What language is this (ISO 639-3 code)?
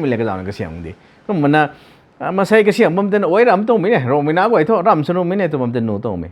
nbu